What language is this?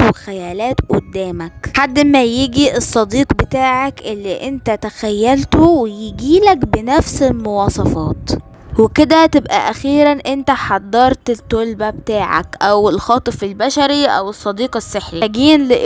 Egyptian Arabic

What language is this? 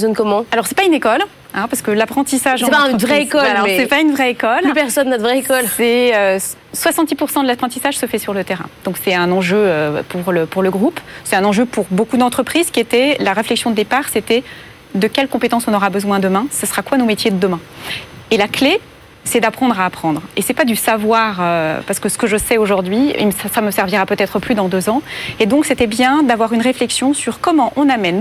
French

